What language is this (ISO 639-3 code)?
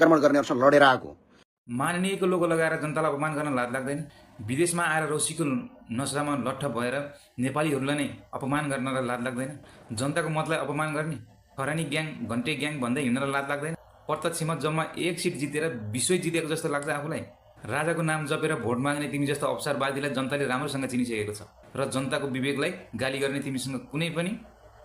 nep